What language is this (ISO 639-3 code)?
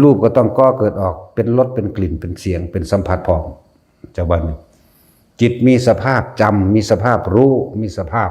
tts